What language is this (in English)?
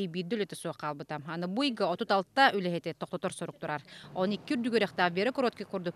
Yakut